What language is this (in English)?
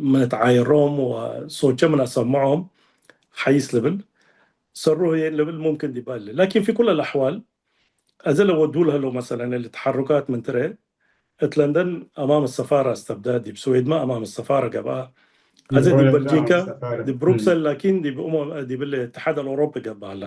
Tigre